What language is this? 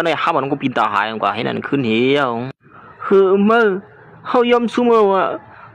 Shan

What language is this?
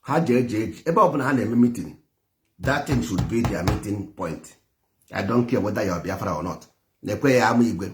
Igbo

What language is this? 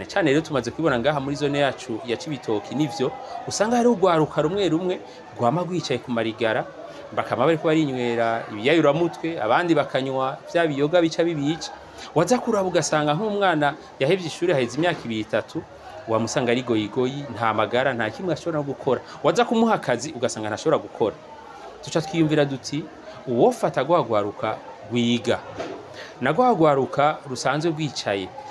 Rundi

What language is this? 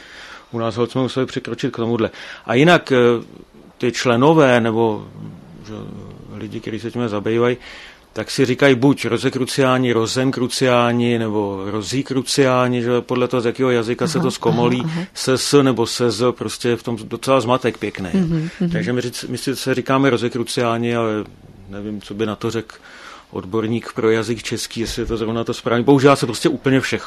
Czech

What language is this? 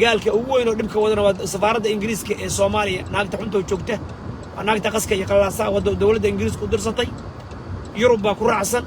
Somali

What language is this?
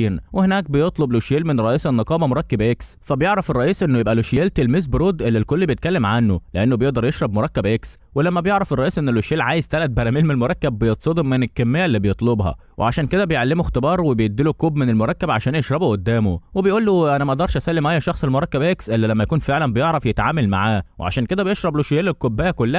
Egyptian Arabic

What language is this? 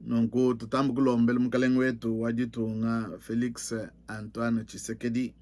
Luba-Lulua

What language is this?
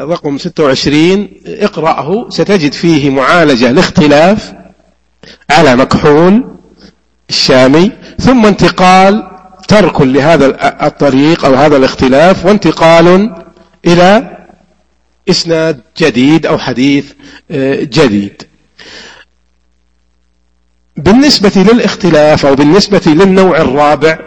Arabic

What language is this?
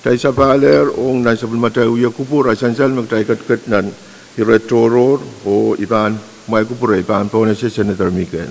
Pohnpeian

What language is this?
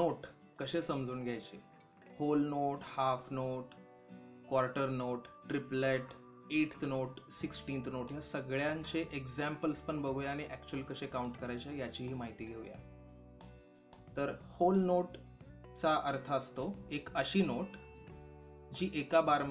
Marathi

